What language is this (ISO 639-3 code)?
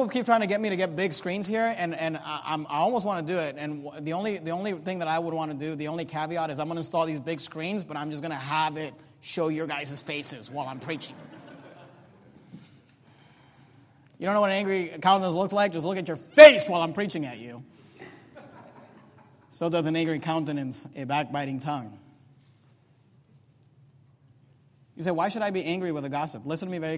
eng